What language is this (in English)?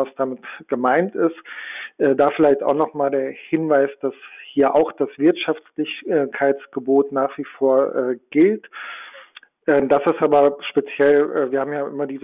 German